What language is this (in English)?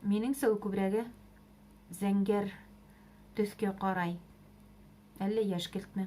Bashkir